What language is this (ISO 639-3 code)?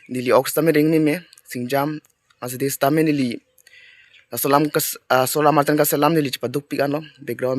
mjw